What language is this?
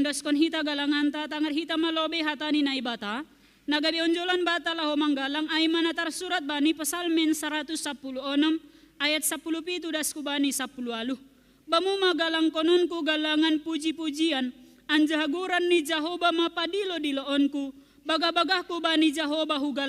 Batak Simalungun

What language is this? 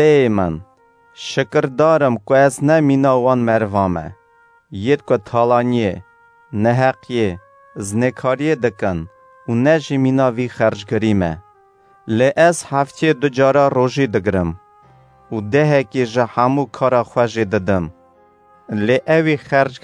Kurdish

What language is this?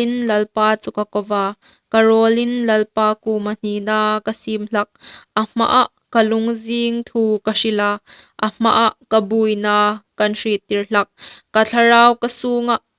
Hmar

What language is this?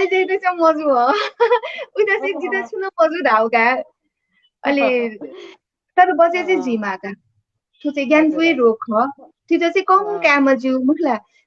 Newari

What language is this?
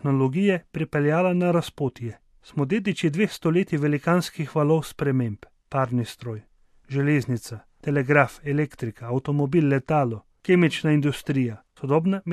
Slovenian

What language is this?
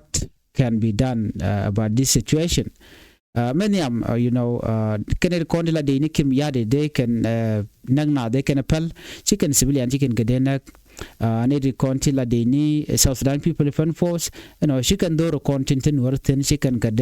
Nuer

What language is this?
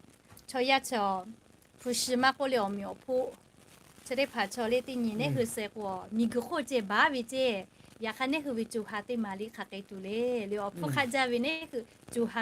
Lahu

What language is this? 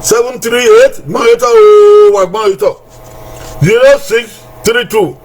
Bini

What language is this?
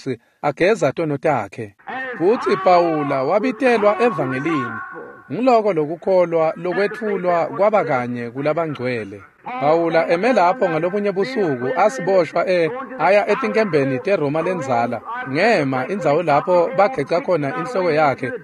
Swati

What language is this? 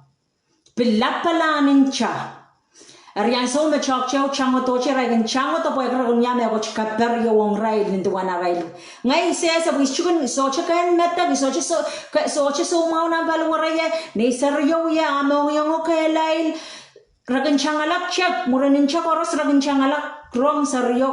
Pohnpeian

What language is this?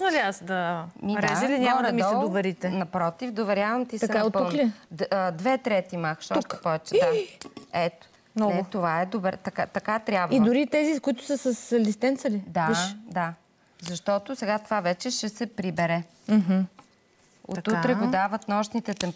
Bulgarian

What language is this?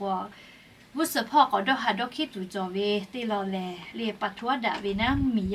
Lahu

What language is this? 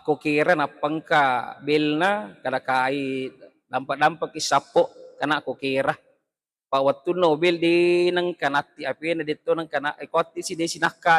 Buginese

